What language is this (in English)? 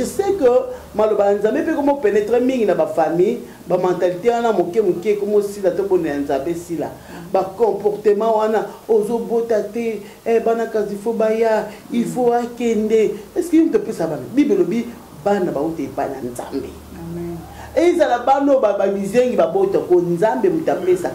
Lingala